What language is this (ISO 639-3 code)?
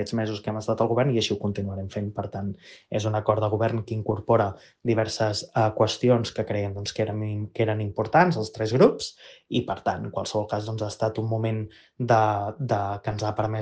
cat